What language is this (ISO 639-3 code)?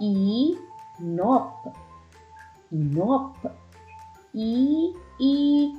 war